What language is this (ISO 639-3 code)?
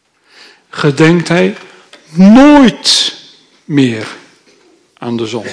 nld